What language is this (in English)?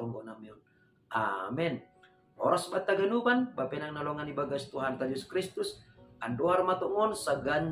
Batak Simalungun